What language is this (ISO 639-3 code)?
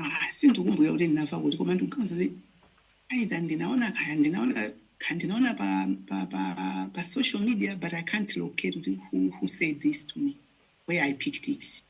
nya